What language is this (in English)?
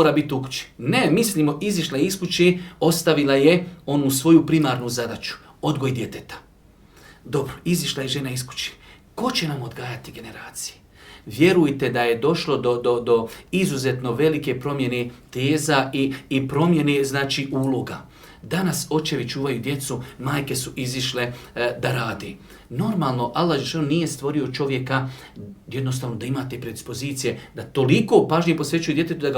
Bosnian